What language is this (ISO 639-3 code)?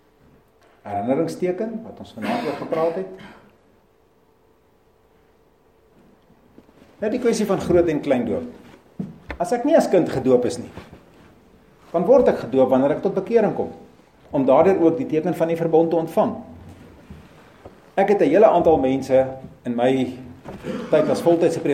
afr